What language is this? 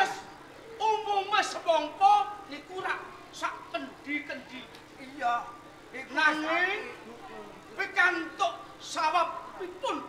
Javanese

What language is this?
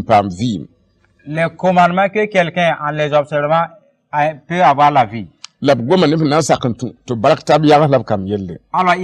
Mossi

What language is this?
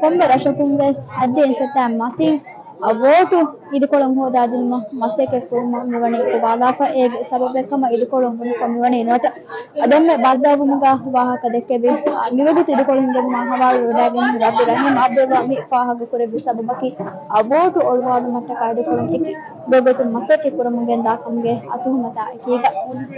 Divehi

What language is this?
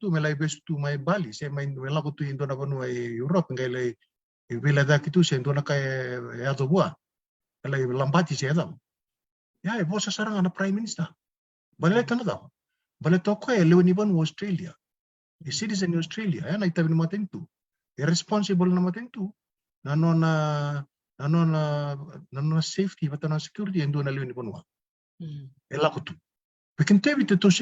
Fijian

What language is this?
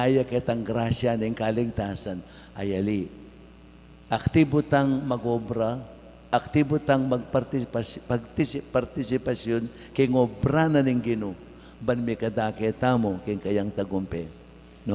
Pampanga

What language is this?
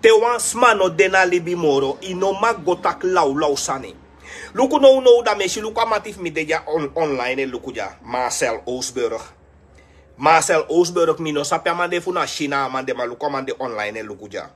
Sranan Tongo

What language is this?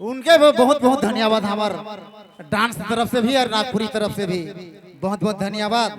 Sadri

